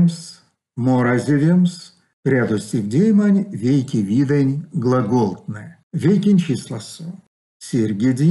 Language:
Erzya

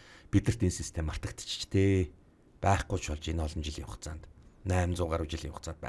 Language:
Mongolian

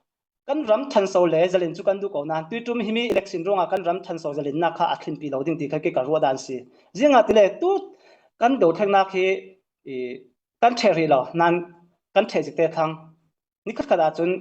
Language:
Falam Chin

